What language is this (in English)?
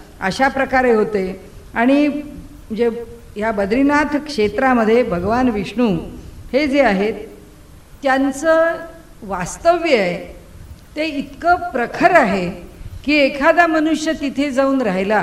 Marathi